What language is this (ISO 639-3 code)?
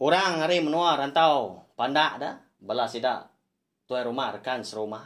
iba